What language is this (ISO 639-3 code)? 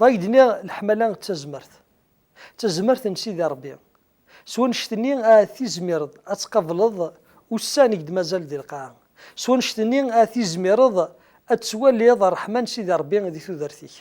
kab